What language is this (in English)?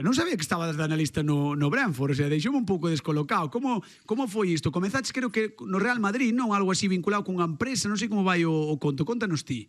Galician